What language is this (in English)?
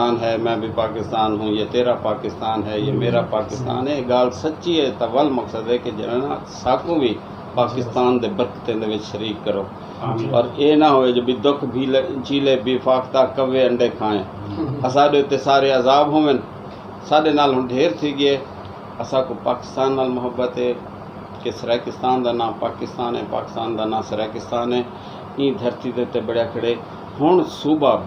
Saraiki